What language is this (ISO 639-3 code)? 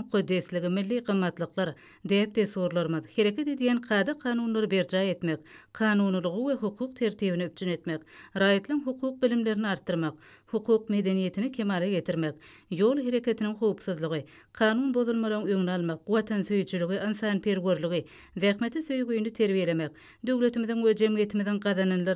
tuk